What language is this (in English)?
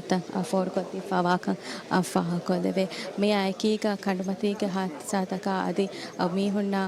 Divehi